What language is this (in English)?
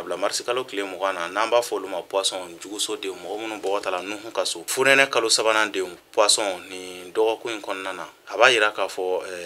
Bambara